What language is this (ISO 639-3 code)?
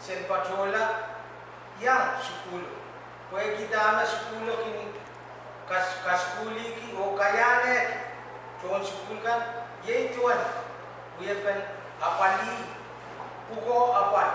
pon